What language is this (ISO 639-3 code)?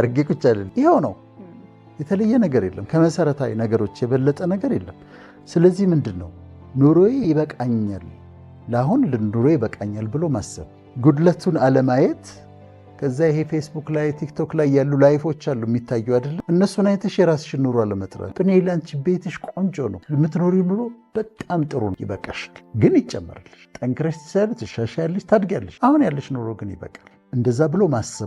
amh